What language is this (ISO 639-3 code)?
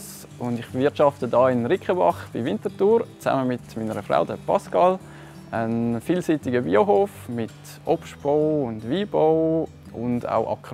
gsw